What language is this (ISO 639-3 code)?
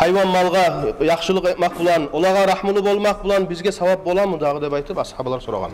kum